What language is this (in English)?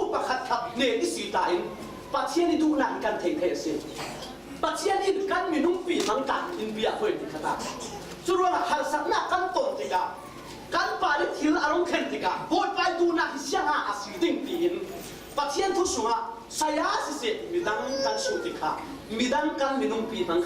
Falam Chin